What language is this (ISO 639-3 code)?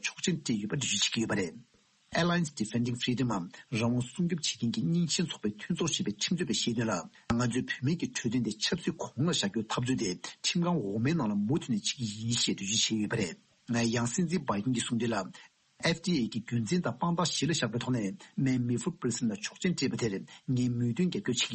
bod